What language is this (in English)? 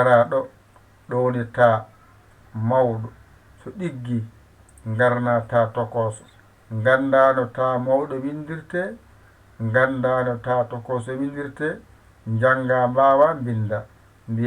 Fula